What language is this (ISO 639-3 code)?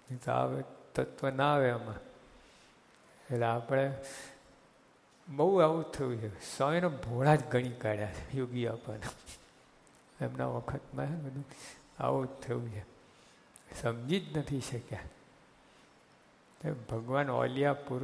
guj